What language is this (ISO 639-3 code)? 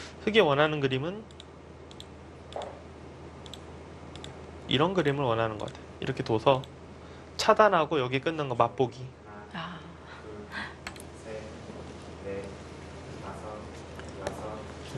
kor